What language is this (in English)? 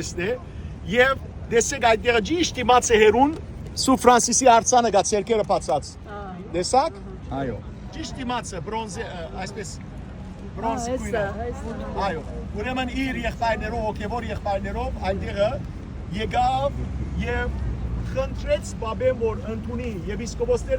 Western Armenian